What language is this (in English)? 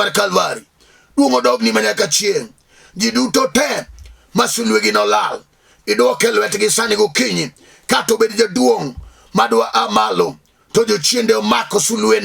Luo (Kenya and Tanzania)